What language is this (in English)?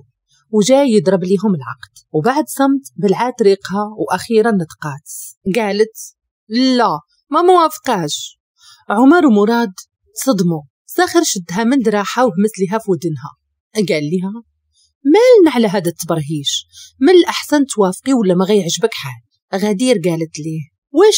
Moroccan Arabic